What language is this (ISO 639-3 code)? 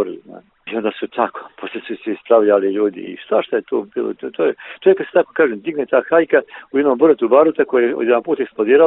bos